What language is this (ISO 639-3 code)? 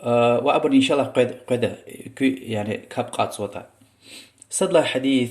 lez